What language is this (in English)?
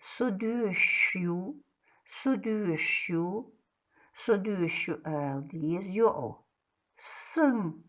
Chechen